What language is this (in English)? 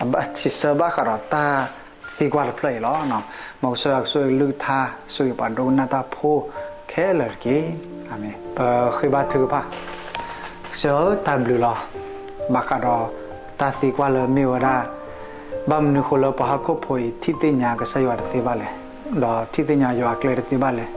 S'gaw Karen